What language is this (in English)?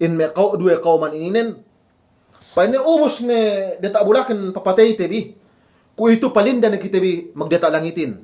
Yakan